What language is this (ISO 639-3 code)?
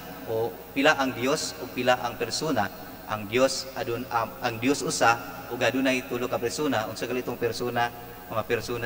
ceb